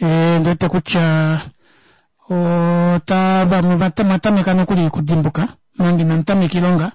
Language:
Kuanyama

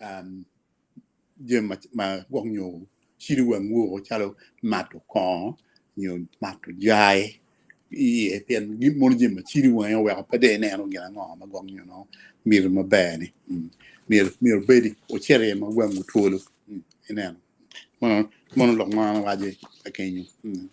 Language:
Acoli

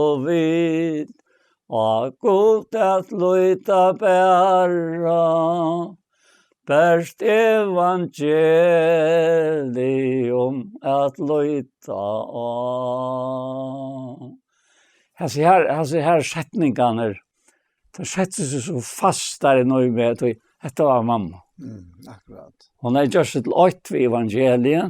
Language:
Faroese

